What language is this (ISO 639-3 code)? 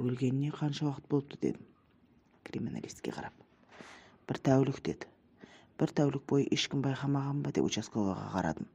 kaz